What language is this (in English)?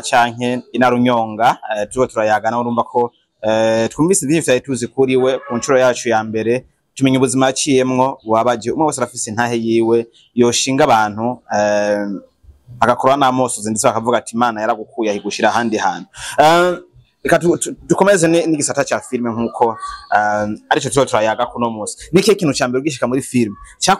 Rundi